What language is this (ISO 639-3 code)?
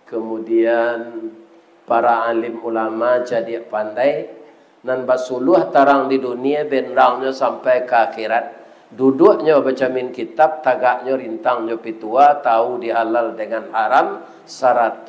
min